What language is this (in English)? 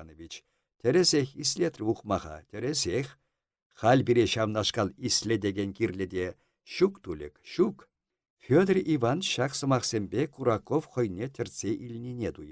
Chuvash